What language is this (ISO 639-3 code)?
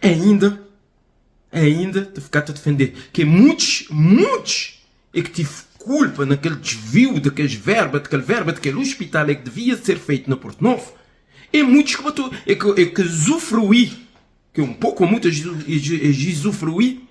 kea